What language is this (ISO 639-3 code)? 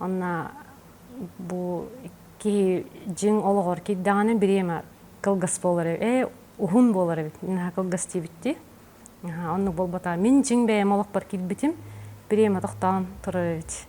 sah